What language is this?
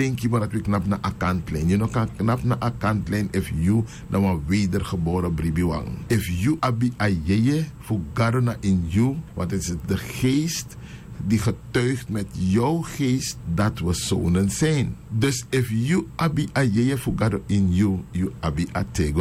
Sranan Tongo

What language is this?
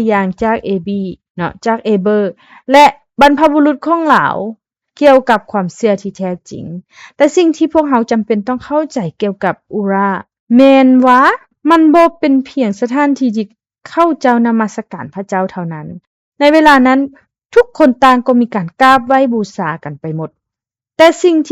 Lao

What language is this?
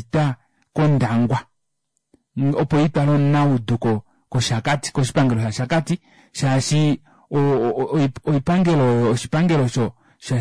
Kuanyama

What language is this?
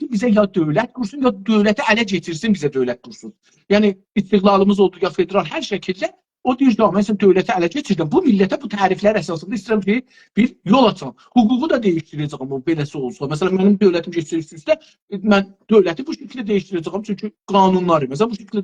South Azerbaijani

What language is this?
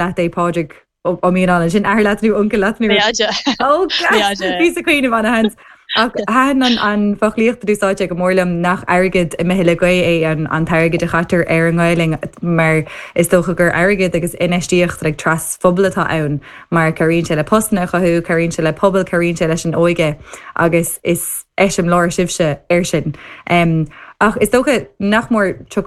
Irish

